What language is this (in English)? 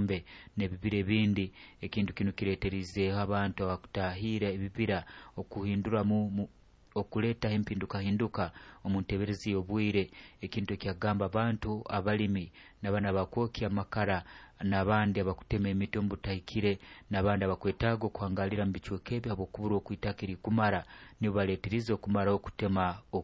Nyoro